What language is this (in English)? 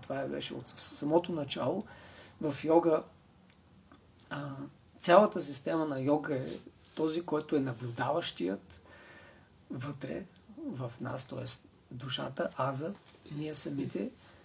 Bulgarian